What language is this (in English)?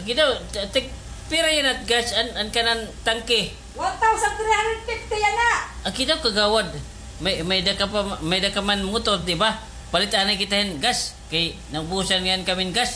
Waray